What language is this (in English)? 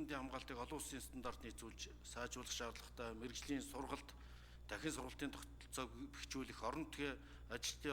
Mongolian